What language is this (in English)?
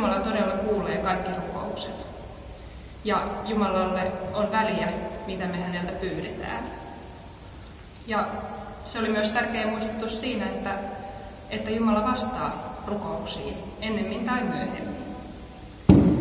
Finnish